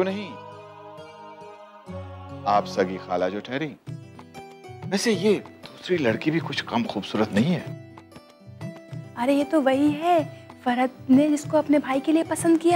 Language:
Hindi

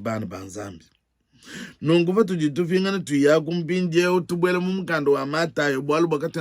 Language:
Luba-Lulua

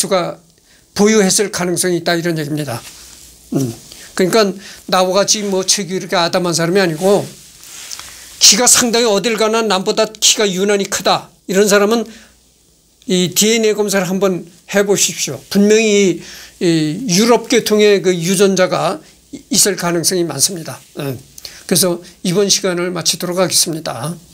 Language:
Korean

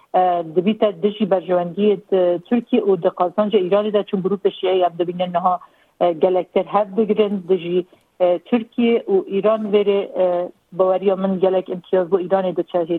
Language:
Kurdish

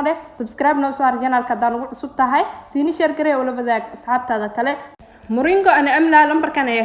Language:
Somali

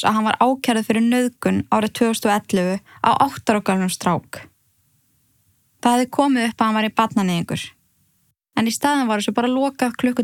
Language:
Icelandic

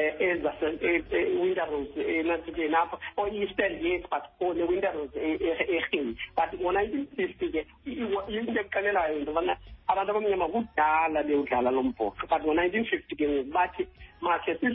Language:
Xhosa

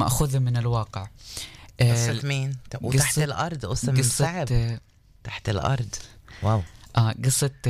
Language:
North Levantine Arabic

